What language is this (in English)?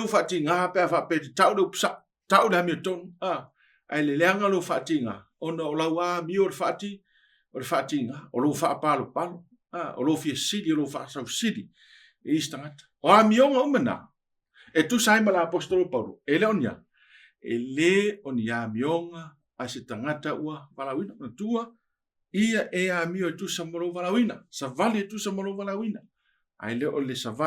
Samoan